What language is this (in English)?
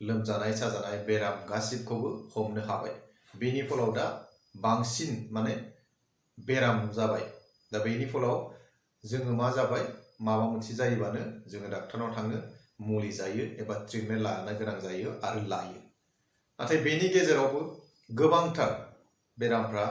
Bodo